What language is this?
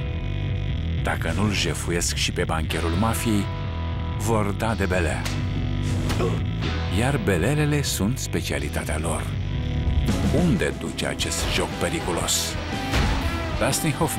Romanian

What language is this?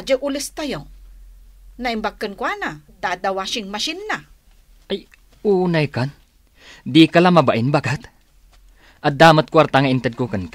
Iloko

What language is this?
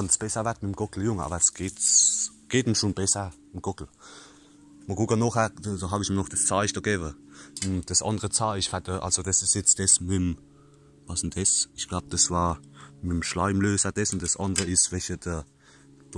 Palatine German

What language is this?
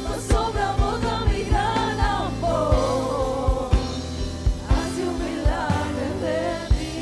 Papiamento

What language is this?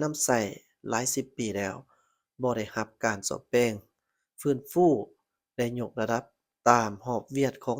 Lao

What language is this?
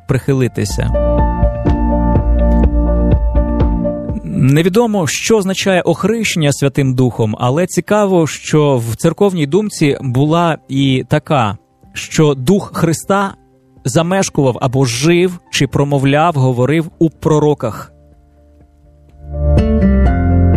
Ukrainian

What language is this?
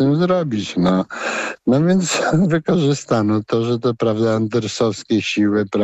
Polish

